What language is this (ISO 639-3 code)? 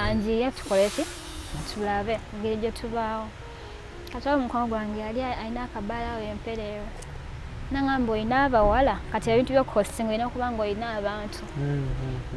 lug